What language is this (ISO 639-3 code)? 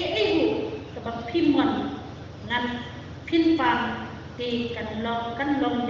kha